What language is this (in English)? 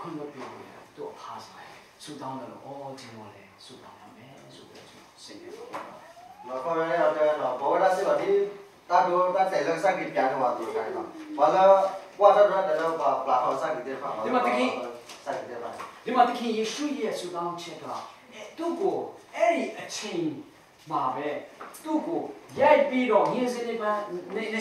Burmese